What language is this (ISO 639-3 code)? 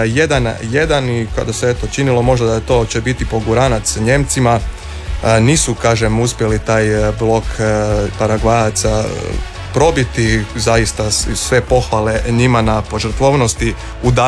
hrv